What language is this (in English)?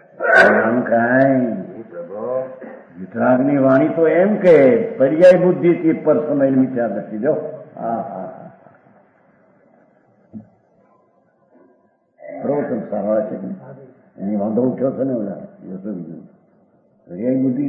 Gujarati